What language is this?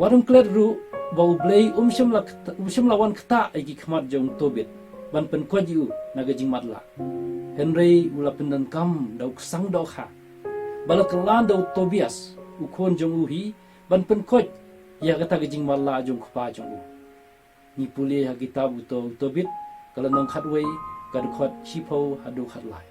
Khasi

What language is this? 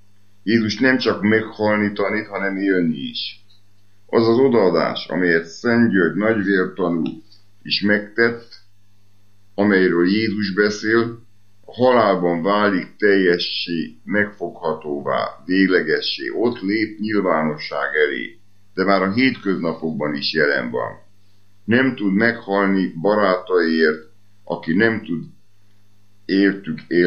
Hungarian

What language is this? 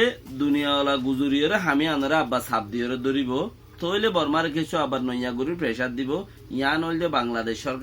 Rohingya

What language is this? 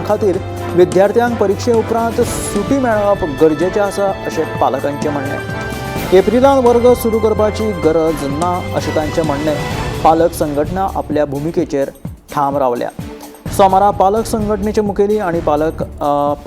Konkani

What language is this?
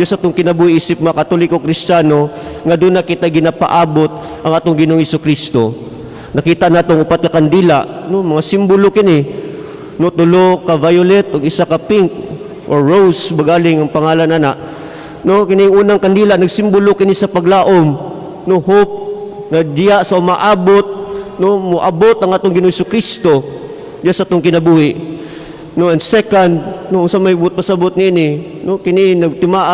Cebuano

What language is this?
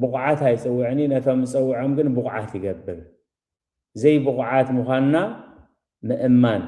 Tigrinya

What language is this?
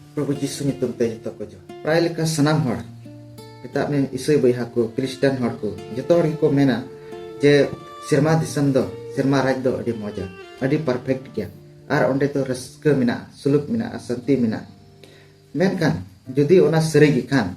Santali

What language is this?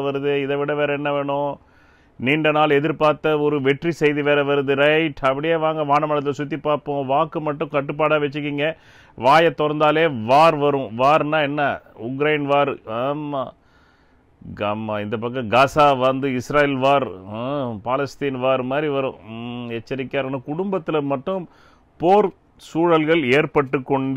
Tamil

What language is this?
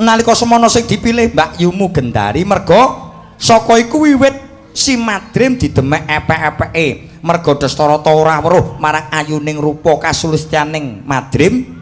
Javanese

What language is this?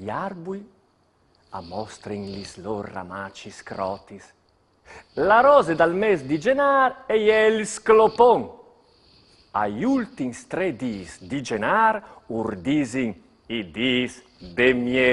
Friulian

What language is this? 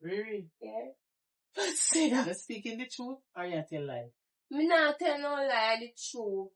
Jamaican Creole English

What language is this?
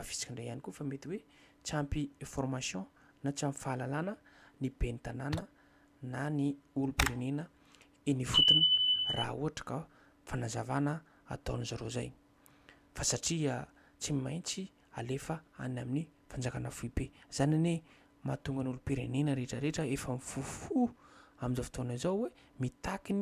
Malagasy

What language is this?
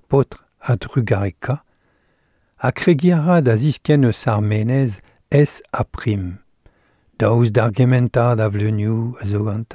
Breton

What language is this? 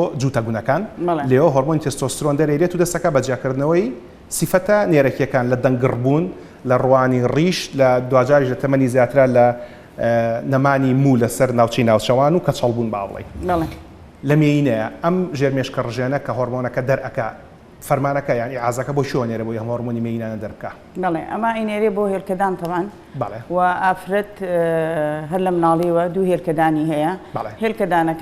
Central Kurdish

